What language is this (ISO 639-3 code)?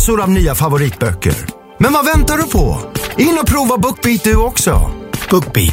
swe